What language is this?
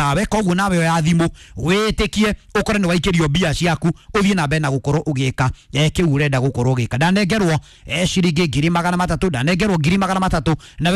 Kikuyu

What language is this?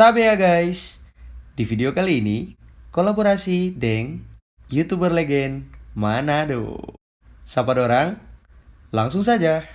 Manado Malay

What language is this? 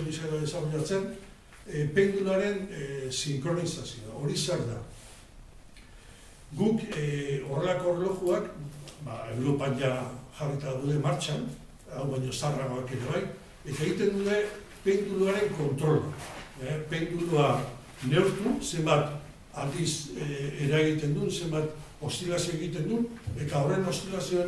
Basque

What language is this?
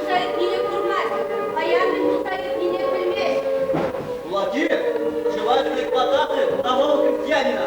Chuvash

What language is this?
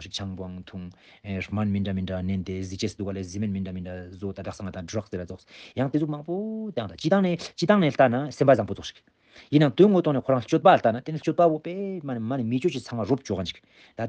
Ladakhi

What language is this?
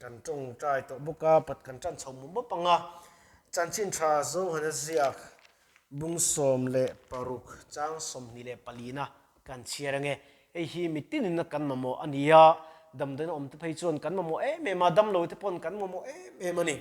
Mizo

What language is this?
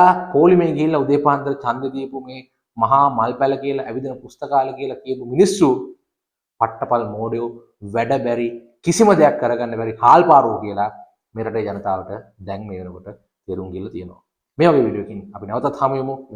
Sinhala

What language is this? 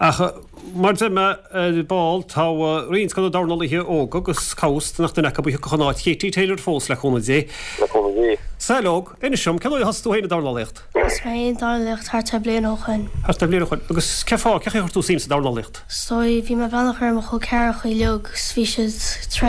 Irish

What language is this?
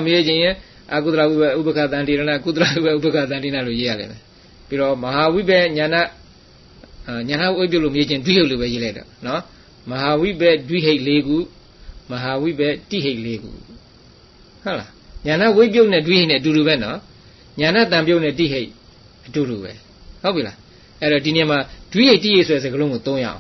Burmese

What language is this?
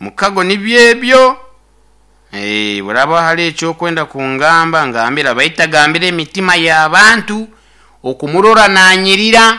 Nyoro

